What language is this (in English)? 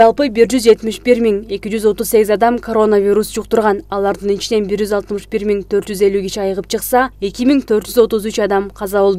Kyrgyz